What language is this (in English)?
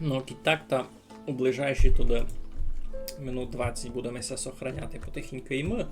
Rusyn